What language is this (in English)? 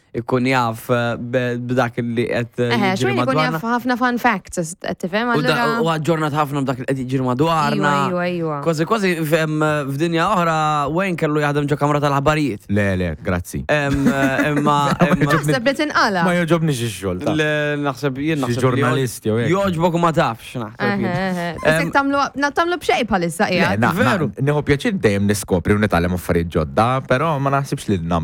Maltese